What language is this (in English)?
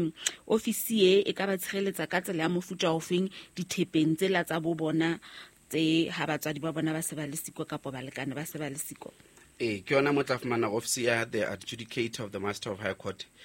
Southern Sotho